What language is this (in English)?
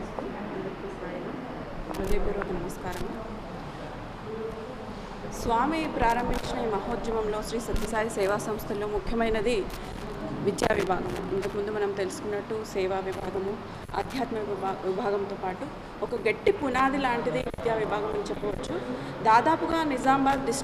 Telugu